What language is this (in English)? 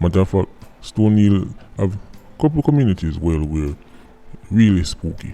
Jamaican Creole English